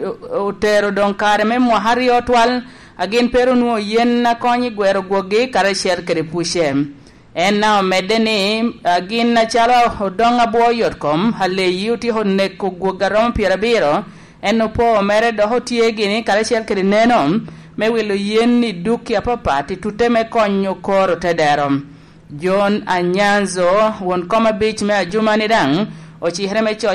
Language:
Lango (Uganda)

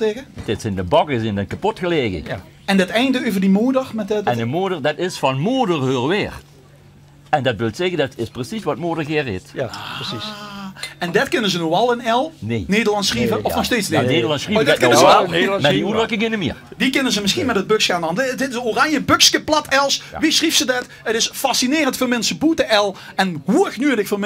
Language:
Limburgish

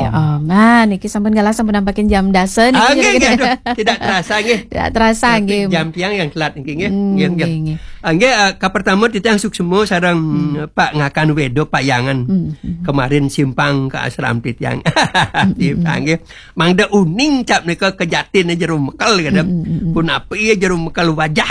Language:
Balinese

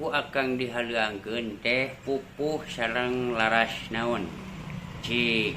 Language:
Sundanese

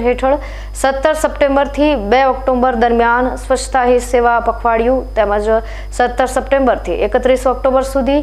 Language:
Gujarati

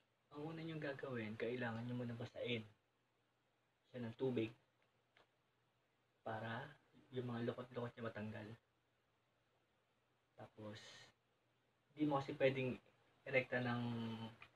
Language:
Filipino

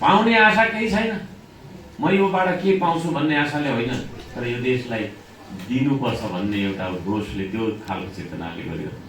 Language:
Nepali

